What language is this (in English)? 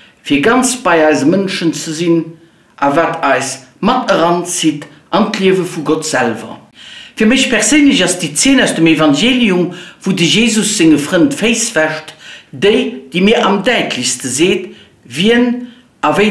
Luxembourgish